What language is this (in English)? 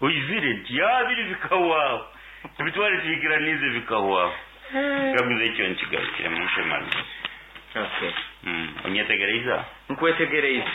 Nyankole